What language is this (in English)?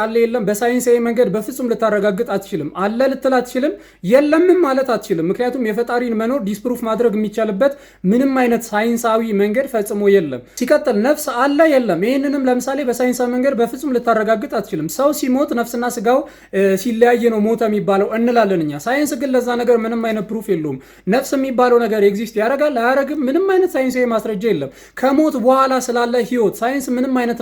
Amharic